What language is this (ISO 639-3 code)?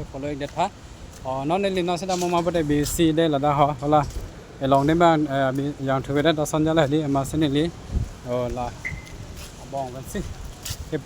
mjw